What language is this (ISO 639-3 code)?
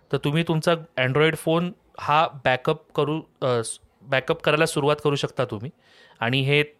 mar